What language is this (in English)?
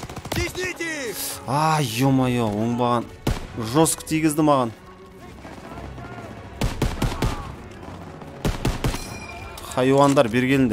Kazakh